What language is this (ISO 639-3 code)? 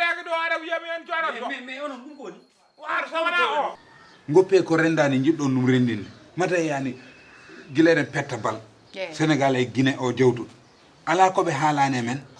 ful